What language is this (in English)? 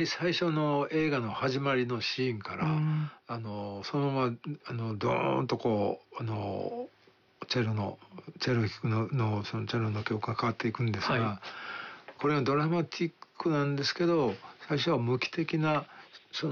Japanese